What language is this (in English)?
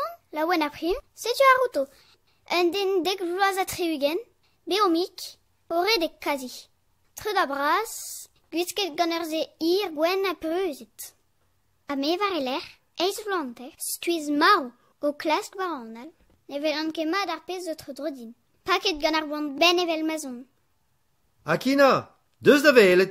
Breton